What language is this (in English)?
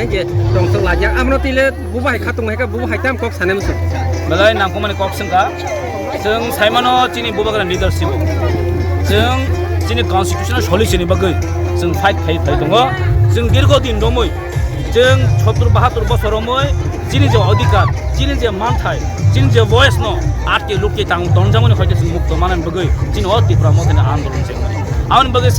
Kok Borok